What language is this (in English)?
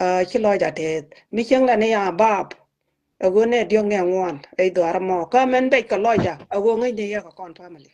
Nuer